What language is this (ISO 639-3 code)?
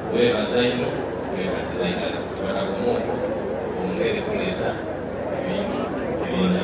xog